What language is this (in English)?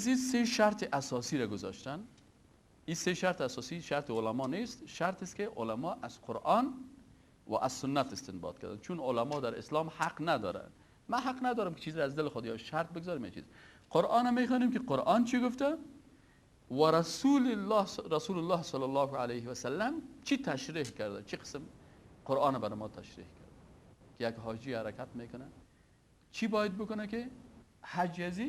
Persian